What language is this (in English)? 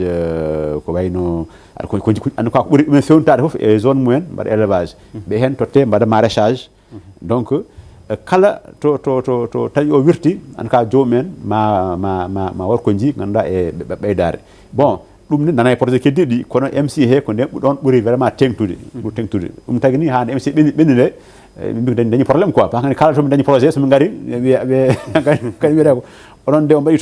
Fula